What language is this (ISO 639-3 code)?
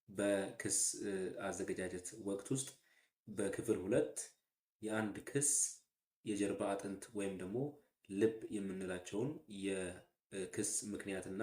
amh